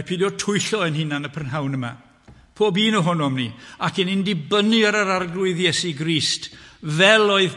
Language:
Welsh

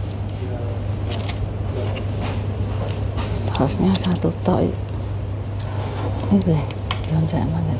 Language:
Indonesian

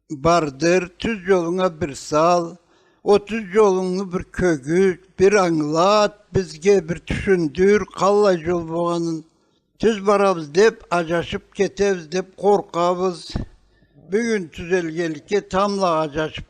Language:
Karachay-Balkar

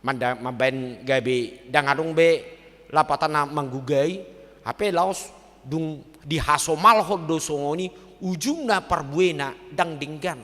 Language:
Batak Toba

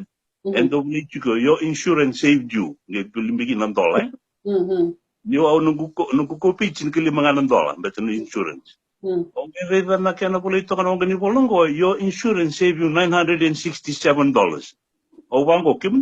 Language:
Fijian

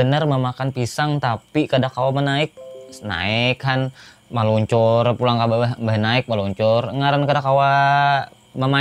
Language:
Banjar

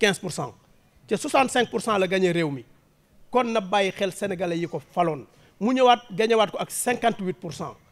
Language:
Wolof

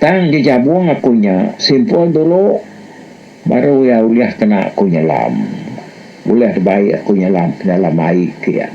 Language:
Iban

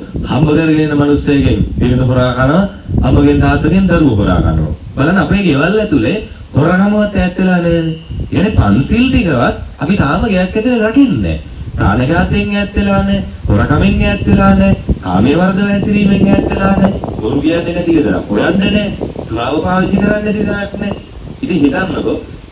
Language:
Sinhala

